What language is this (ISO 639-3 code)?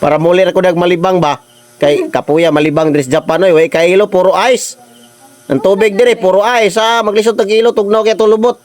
ceb